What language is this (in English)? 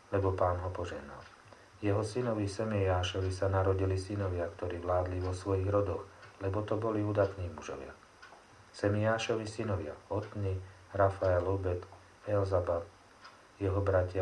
Slovak